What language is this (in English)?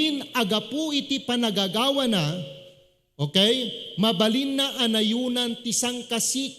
Iloko